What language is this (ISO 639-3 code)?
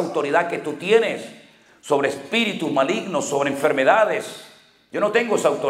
spa